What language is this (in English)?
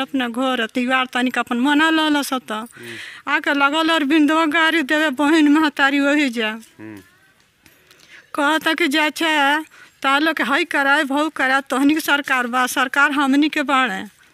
Bhojpuri